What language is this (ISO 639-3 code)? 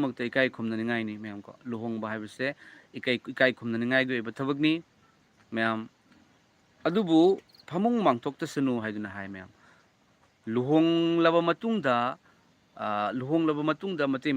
mni